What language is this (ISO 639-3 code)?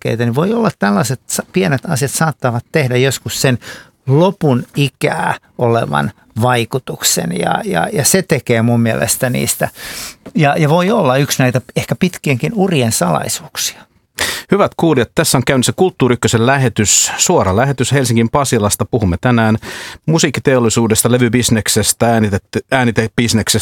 fin